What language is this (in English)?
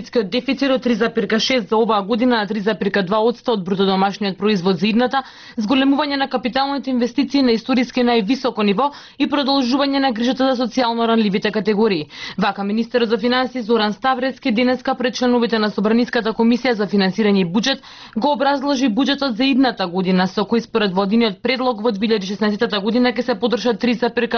Macedonian